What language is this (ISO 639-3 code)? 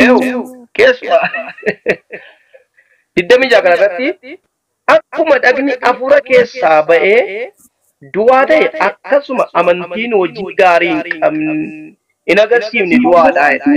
orm